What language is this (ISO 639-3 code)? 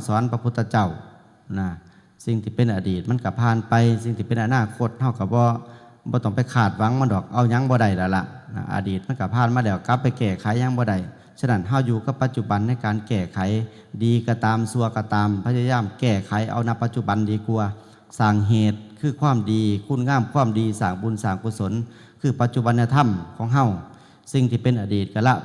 tts